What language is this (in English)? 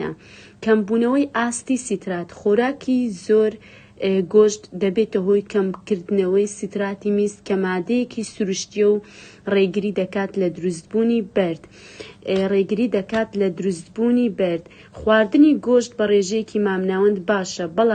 Central Kurdish